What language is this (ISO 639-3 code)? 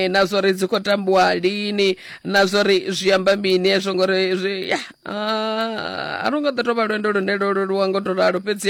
ven